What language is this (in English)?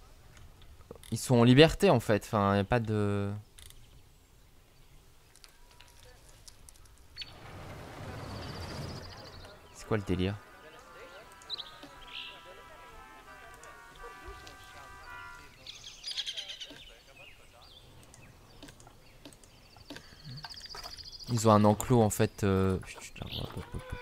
French